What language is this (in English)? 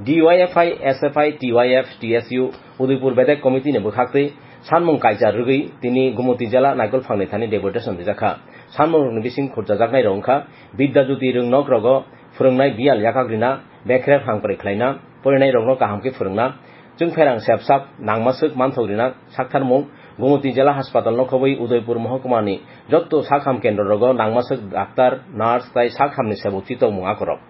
Kok Borok